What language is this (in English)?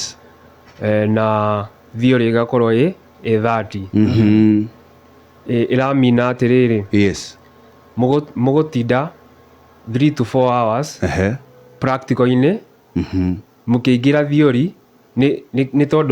Kikuyu